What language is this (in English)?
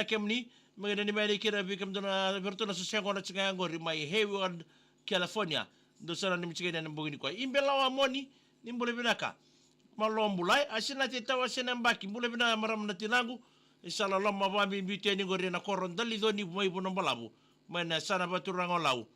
Fijian